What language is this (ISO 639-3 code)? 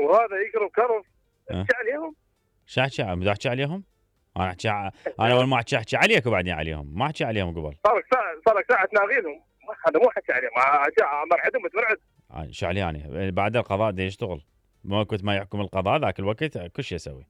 acm